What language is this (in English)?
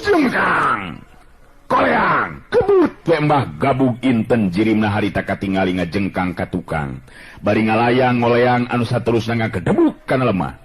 Sundanese